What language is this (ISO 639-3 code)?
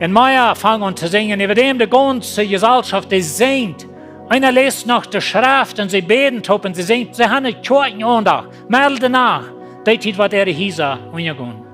pdt